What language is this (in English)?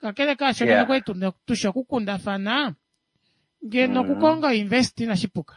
Kuanyama